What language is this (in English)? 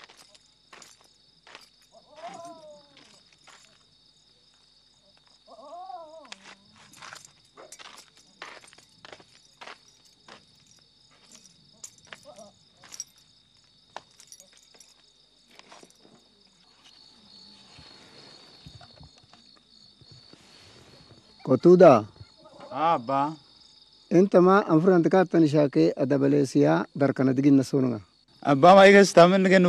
Kunama